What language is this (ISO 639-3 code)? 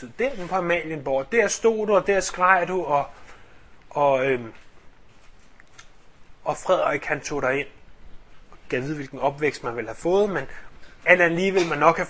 dan